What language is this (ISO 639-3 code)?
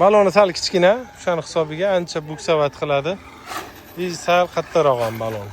uzb